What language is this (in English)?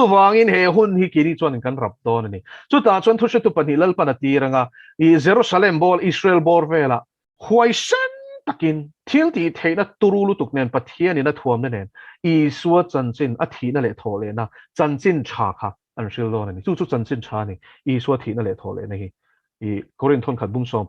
Mizo